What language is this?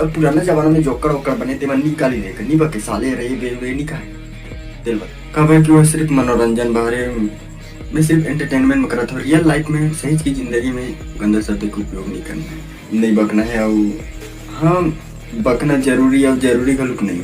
Chhattisgarhi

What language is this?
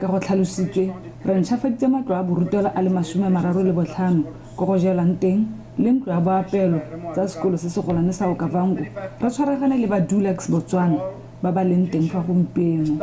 Tswana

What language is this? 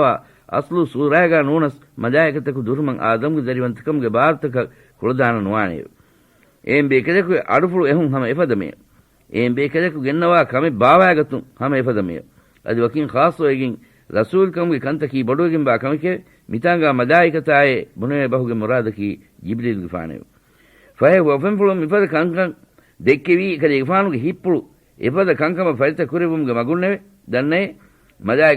Divehi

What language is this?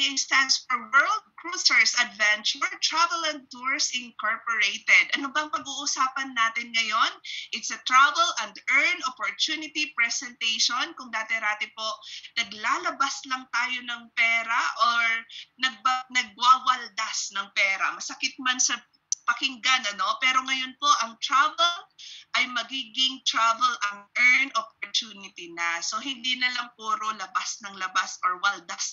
Filipino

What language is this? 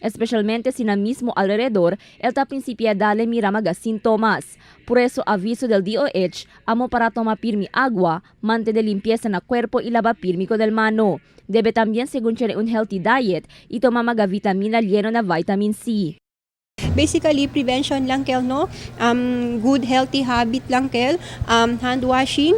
Chavacano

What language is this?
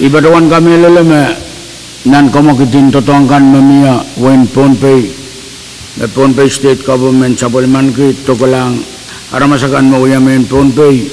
Pohnpeian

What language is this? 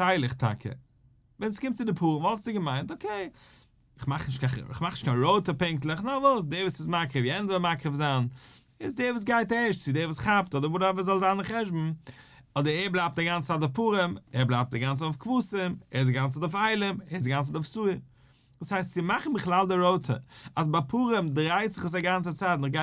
Yiddish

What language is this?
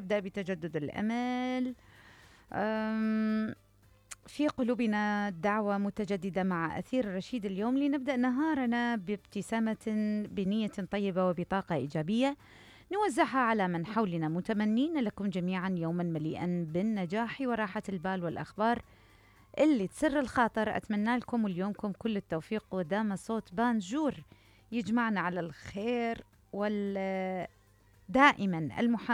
Mesopotamian Arabic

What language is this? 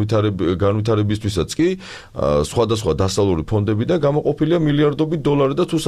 Georgian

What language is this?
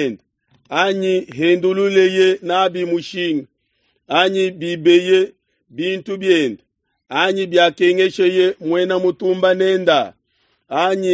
Luba-Lulua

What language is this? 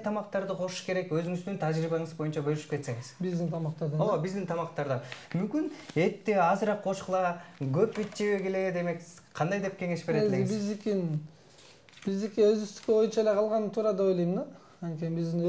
Kyrgyz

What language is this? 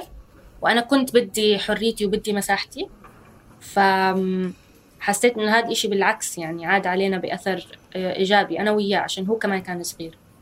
North Levantine Arabic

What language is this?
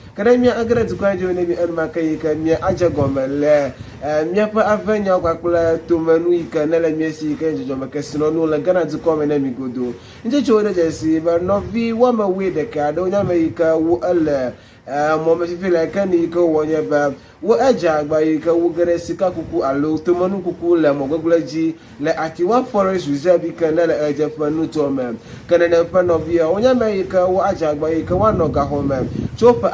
Ewe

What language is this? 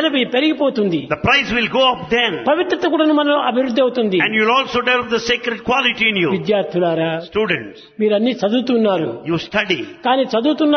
Telugu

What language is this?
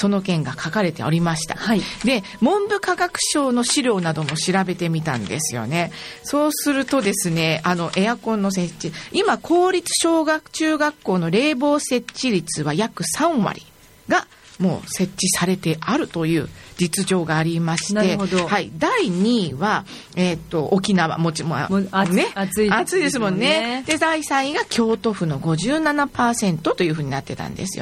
Japanese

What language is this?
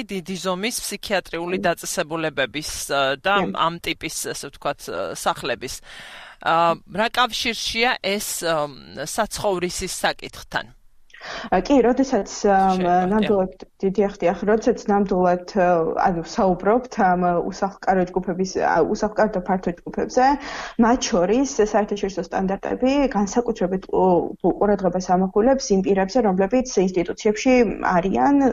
Georgian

